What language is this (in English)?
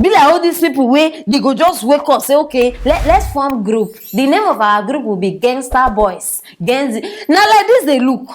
Nigerian Pidgin